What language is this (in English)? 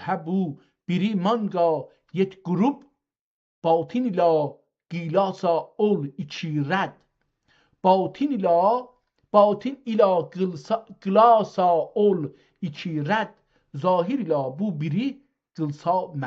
South Azerbaijani